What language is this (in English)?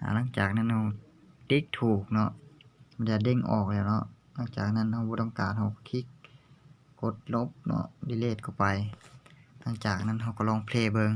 Lao